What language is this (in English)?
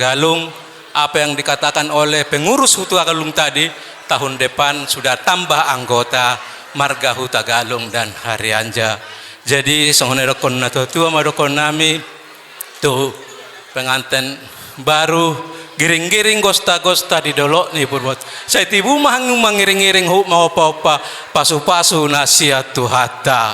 Batak Toba